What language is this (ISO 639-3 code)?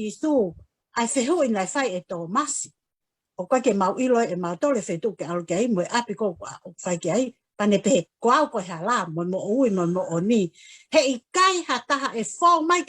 ton